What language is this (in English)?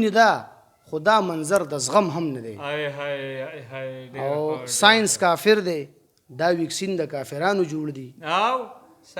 Pashto